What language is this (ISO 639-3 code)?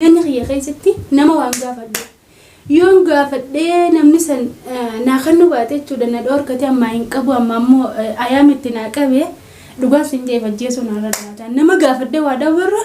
orm